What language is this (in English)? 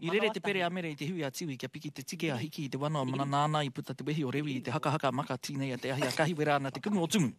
Māori